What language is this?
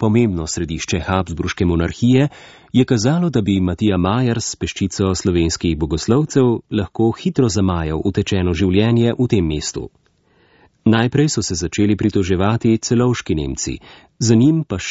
Slovenian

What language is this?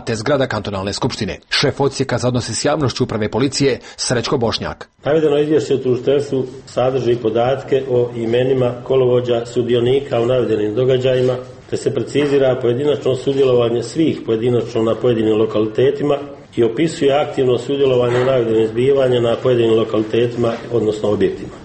Croatian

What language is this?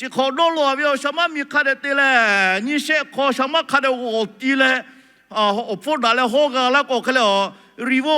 Lahu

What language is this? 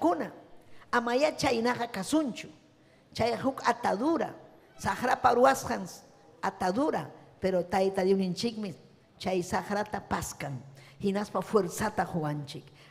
Ayacucho Quechua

